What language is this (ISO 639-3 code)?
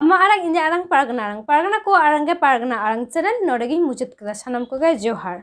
sat